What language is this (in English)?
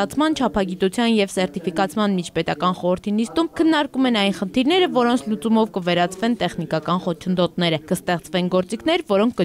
Armenian